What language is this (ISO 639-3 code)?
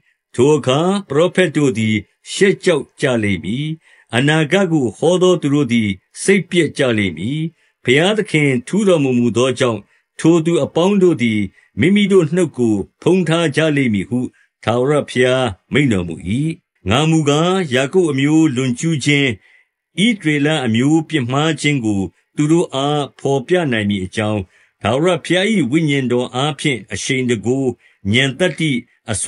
mya